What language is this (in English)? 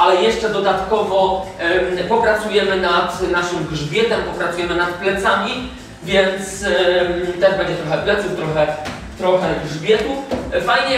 Polish